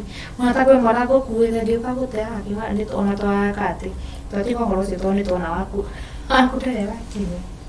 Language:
Kikuyu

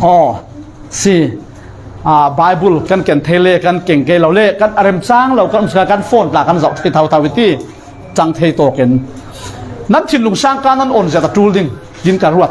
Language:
Falam Chin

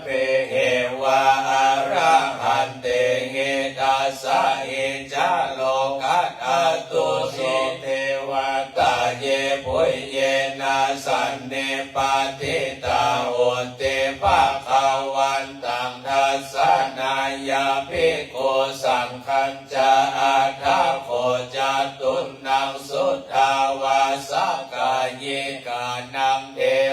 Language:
Pali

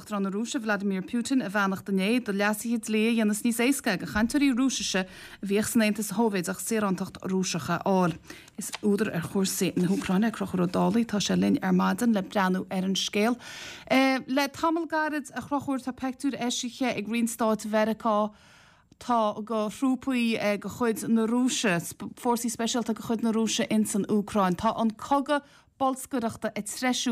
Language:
Irish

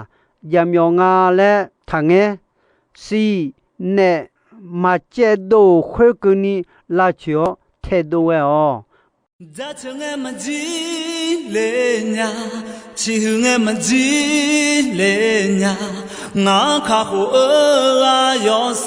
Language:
Akha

